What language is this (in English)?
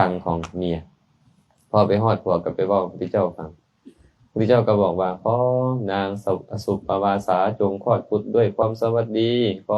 Lao